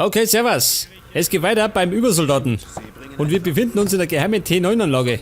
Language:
Bavarian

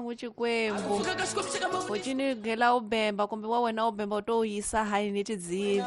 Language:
Tsonga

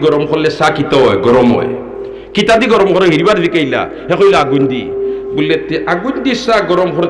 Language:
Sylheti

